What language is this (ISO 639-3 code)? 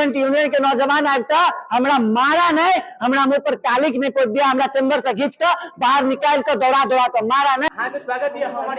mai